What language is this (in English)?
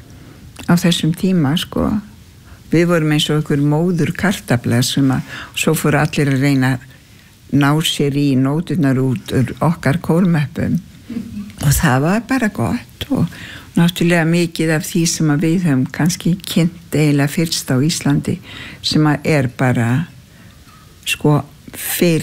Icelandic